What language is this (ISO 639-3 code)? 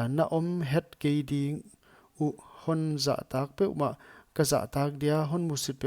pck